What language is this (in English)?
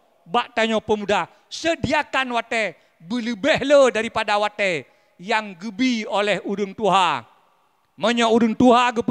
Achinese